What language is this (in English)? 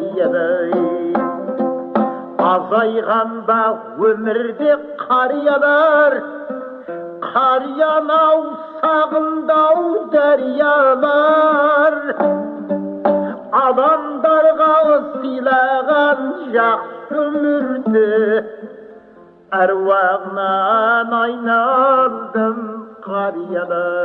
Kazakh